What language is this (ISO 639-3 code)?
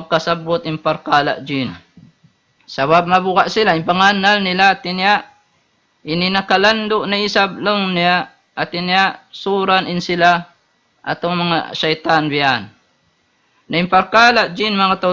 tsg